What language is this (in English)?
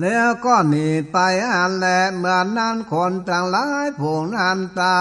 Northern Thai